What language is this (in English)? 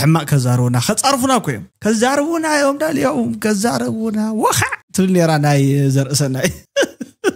Tigrinya